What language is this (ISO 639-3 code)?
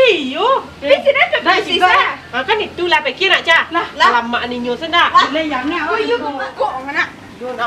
min